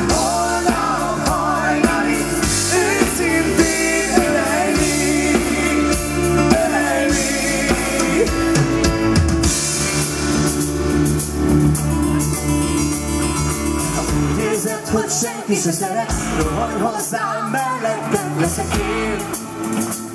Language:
Hungarian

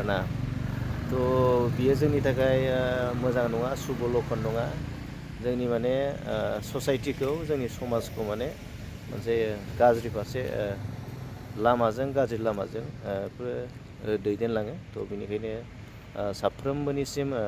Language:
Bodo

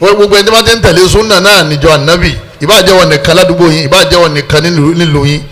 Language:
Yoruba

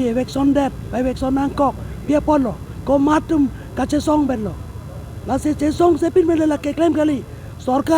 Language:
Karbi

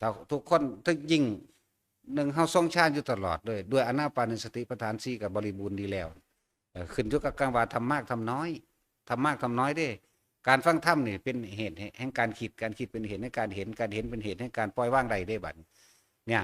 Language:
Northeastern Thai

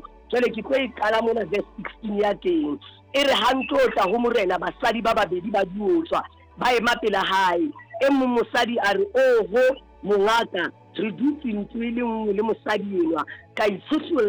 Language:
Southern Sotho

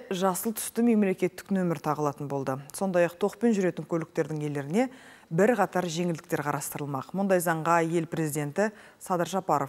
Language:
Kazakh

